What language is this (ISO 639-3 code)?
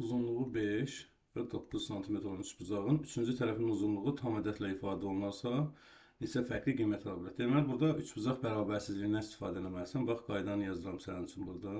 aze